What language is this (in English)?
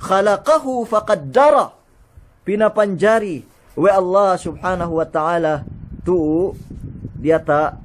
Yakan